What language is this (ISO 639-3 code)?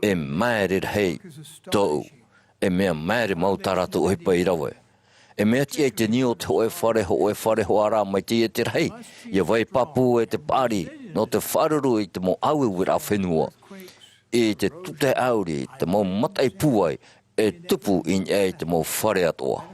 tah